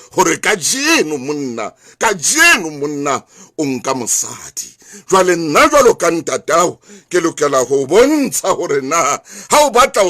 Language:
Southern Sotho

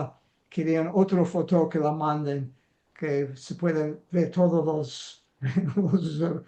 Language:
Ladino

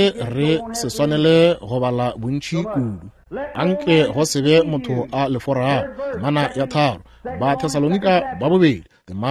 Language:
Northern Sotho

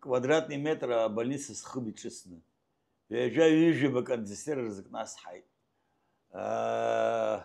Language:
Abkhazian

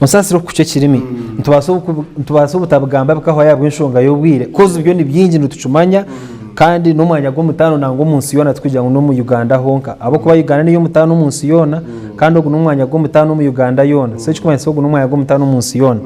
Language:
Nyankole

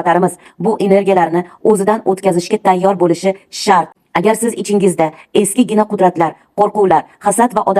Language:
Uzbek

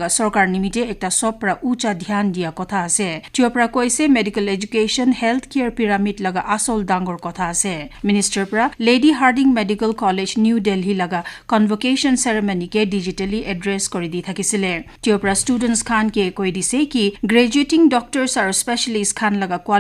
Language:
Naga Pidgin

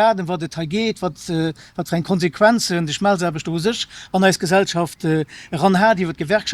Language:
Luxembourgish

